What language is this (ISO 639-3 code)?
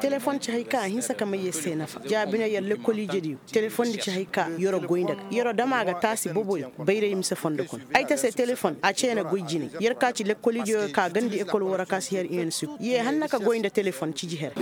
ses